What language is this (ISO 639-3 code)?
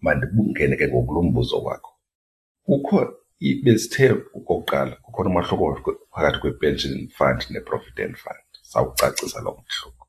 xho